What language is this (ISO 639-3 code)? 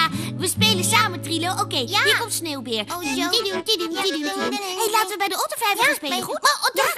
nld